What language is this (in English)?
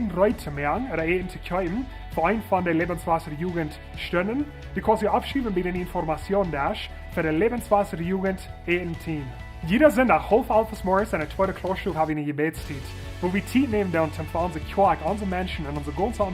Plautdietsch